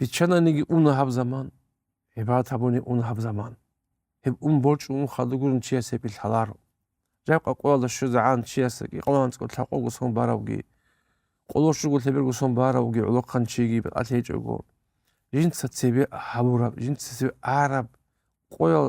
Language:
Avaric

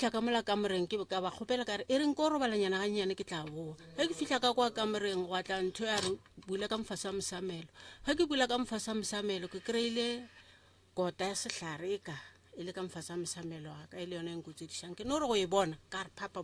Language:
Northern Sotho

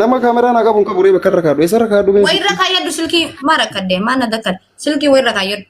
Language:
Oromo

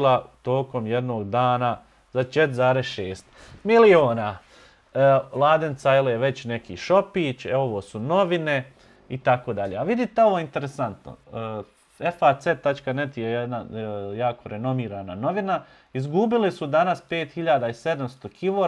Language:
Bosnian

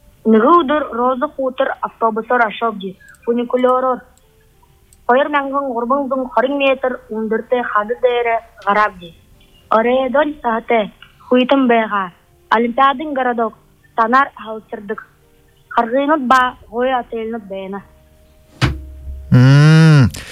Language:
Buriat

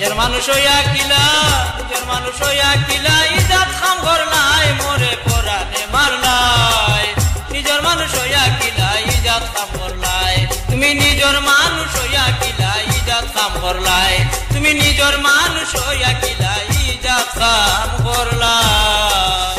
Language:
Sylheti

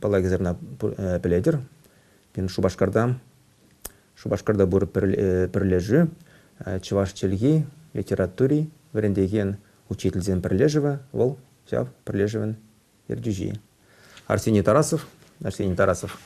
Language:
Chuvash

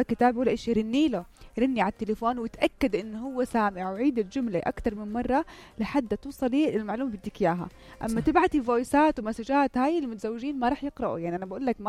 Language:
North Levantine Arabic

